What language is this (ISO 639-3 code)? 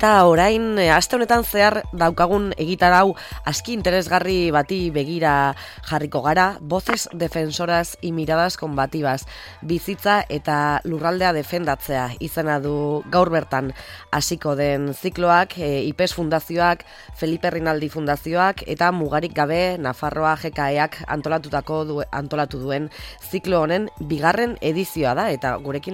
eus